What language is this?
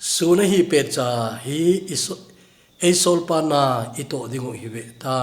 Thado Chin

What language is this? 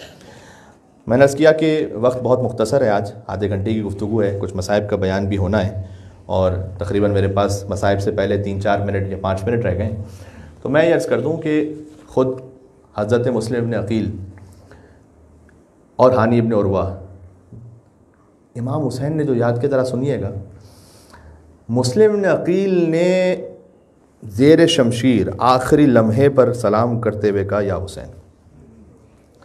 Urdu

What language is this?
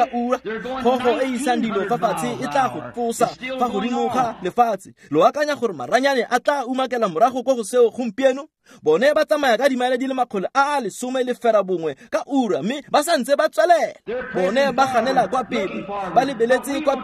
Tswana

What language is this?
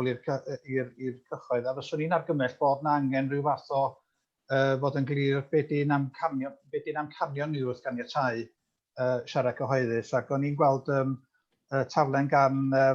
Welsh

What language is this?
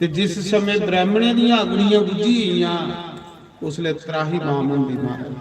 Dogri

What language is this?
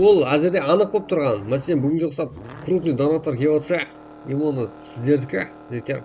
Kara-Kalpak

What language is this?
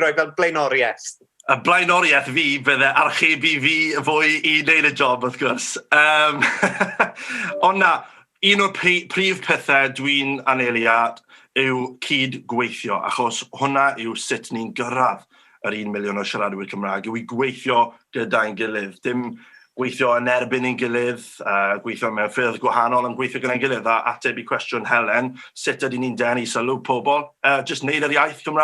Welsh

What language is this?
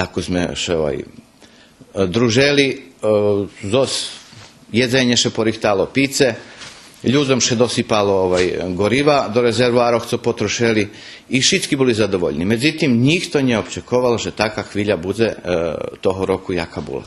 Rusyn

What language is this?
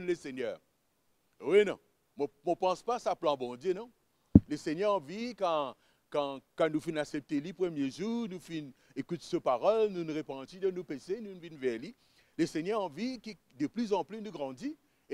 Morisyen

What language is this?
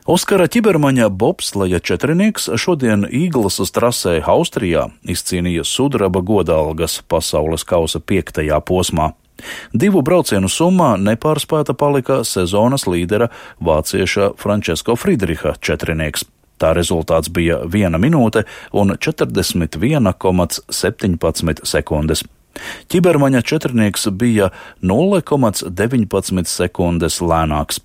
Latvian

